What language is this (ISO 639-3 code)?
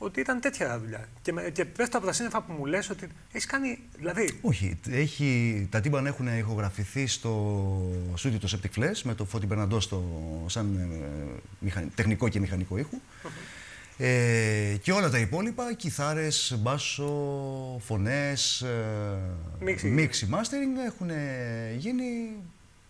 ell